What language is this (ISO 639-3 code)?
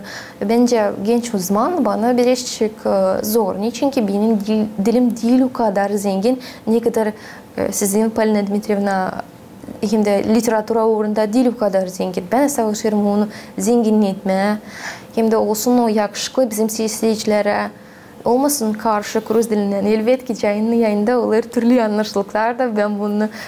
gag